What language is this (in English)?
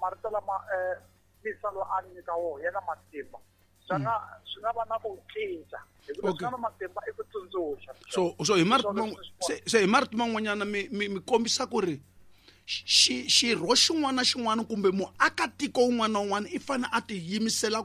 Tsonga